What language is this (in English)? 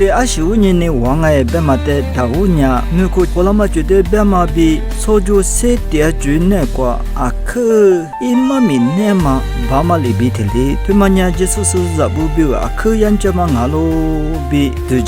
Lisu